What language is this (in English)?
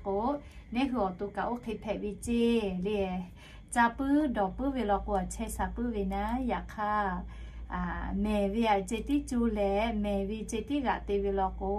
Lahu